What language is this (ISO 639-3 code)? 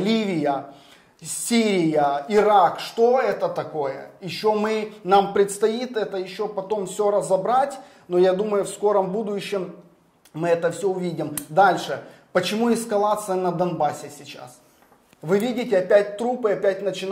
rus